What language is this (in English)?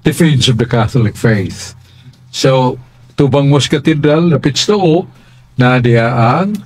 Cebuano